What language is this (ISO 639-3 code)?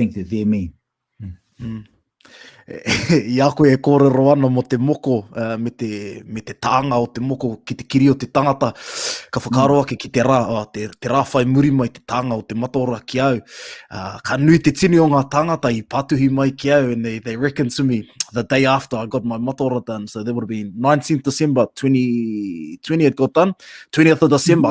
mri